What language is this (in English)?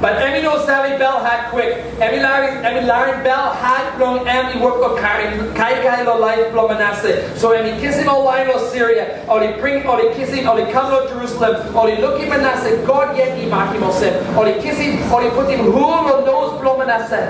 Tok Pisin